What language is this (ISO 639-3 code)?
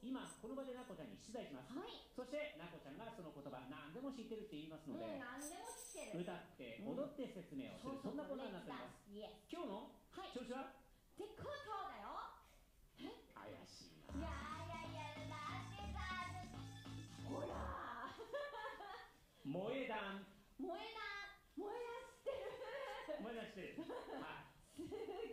jpn